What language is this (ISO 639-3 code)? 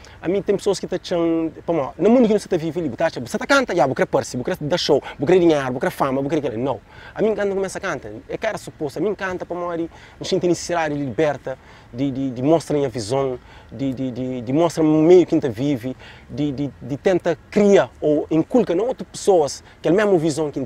kea